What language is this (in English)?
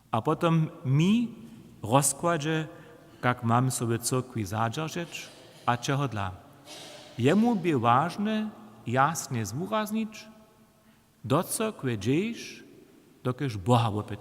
Upper Sorbian